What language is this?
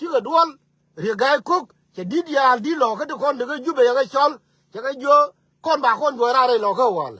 Nuer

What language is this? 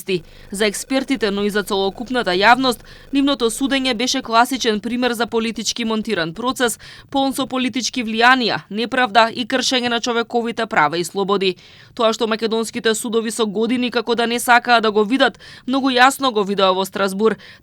Macedonian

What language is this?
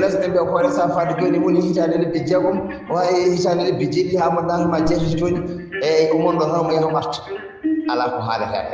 Fula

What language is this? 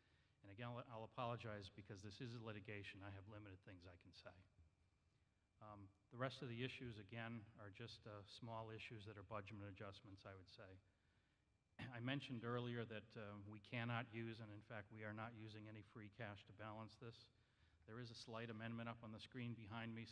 English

